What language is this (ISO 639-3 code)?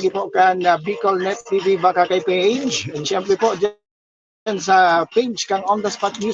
bik